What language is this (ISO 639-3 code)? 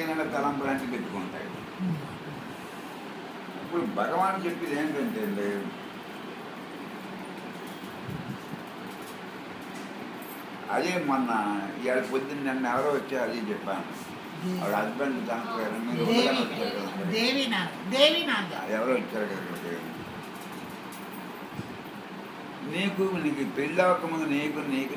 tel